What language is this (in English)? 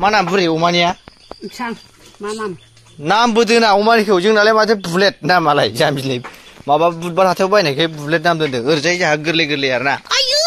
Bodo